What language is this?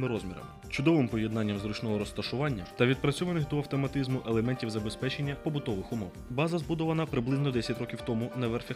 Ukrainian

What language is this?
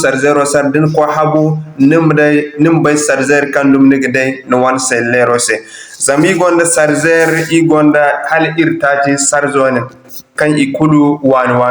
Zarma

